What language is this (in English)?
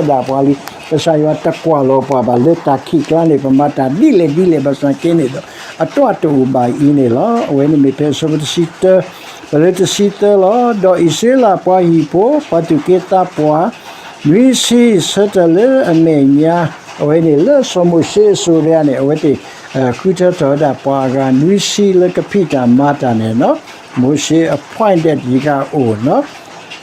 S'gaw Karen